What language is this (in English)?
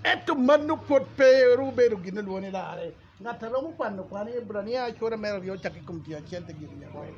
Acoli